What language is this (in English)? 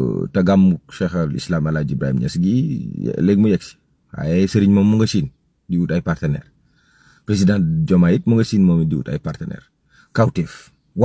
Wolof